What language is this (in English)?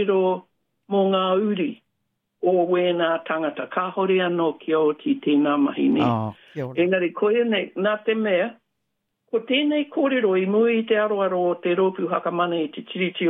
Māori